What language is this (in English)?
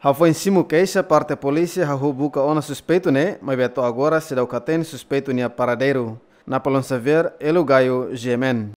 Tetum